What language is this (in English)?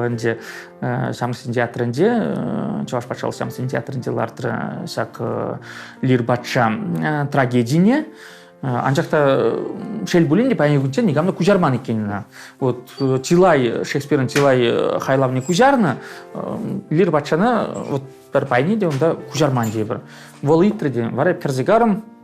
Chuvash